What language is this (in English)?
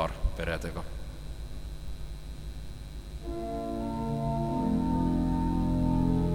Estonian